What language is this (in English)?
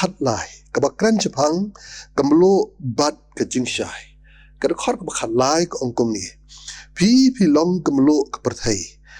Khasi